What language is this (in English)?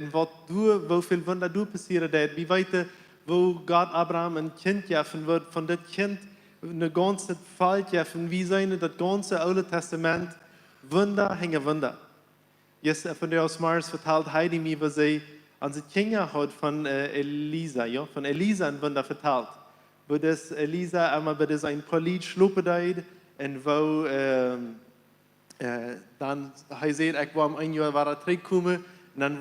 Plautdietsch